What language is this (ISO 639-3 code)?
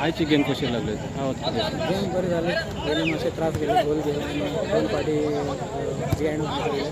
kok